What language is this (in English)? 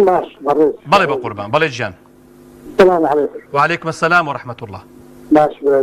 Central Kurdish